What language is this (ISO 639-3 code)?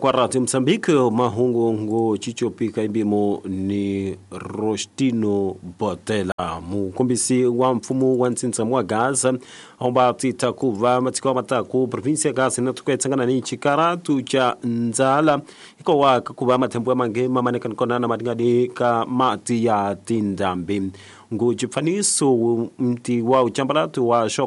tso